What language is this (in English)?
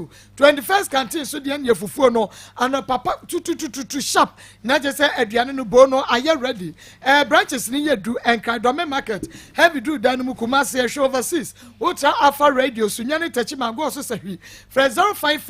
Akan